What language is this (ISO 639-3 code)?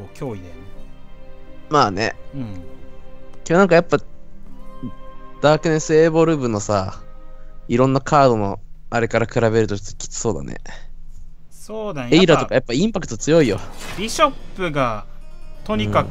jpn